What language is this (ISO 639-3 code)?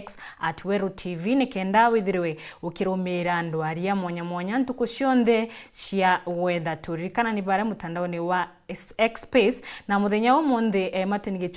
mer